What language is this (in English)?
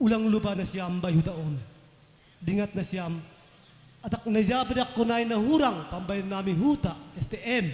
Batak Simalungun